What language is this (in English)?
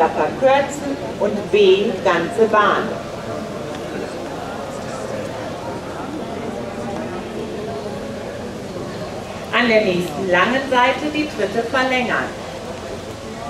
German